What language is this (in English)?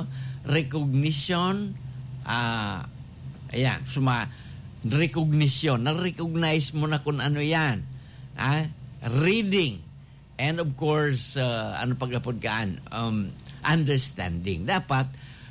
Bikol